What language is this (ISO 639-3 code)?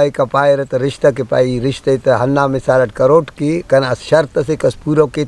brh